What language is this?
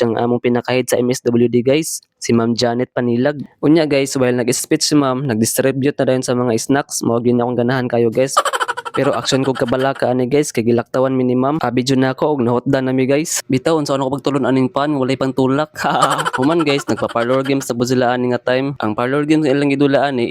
Cebuano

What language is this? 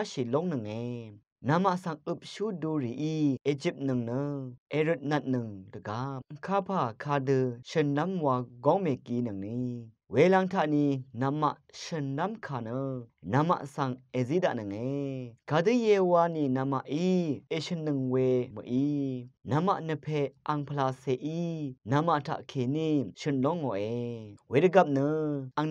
Rawang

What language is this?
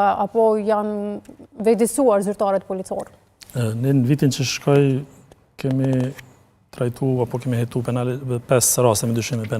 Albanian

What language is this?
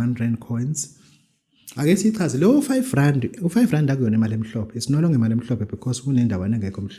Zulu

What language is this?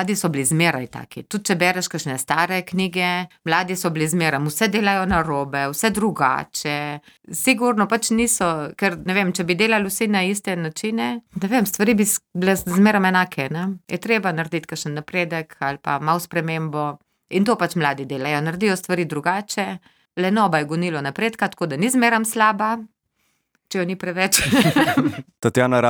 Slovenian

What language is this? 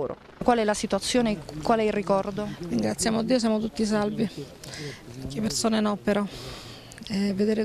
Italian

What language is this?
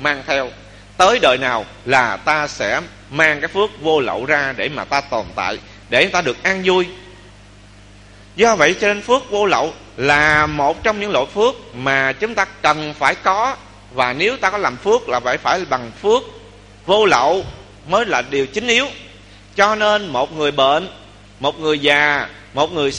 Vietnamese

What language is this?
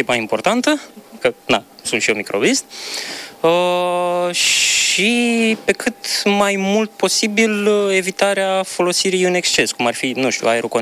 Romanian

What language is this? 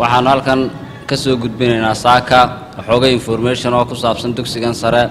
Somali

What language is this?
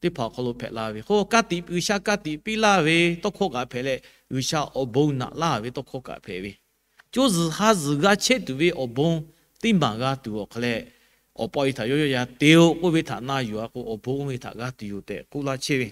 Lahu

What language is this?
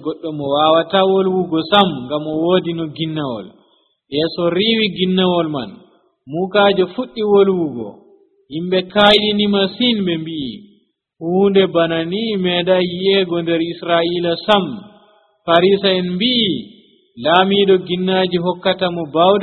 Nigerian Fulfulde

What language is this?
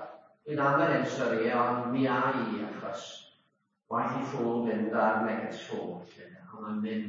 Welsh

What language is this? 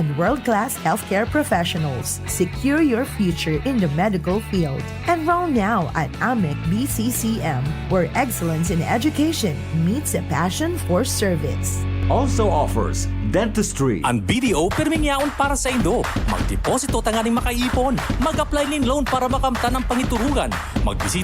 Bikol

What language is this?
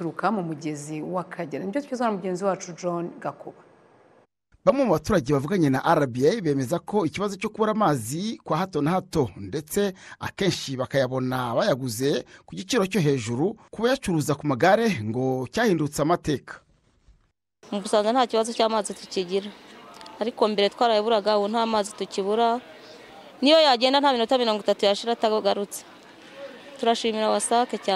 Kinyarwanda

